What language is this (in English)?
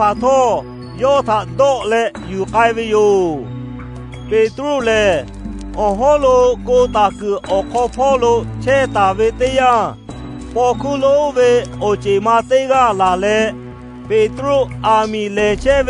Lahu